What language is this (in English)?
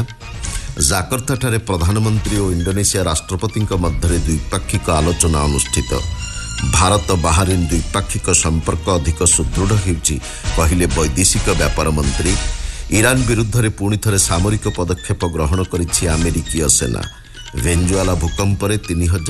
Odia